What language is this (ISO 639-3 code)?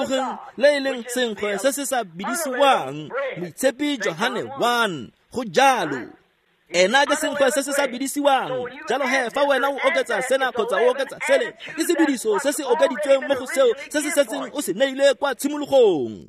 tsn